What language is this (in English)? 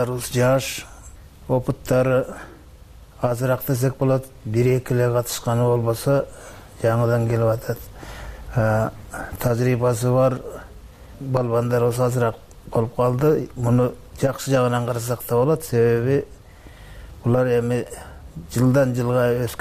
Kyrgyz